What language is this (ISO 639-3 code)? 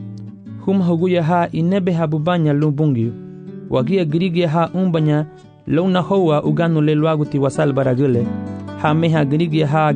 cab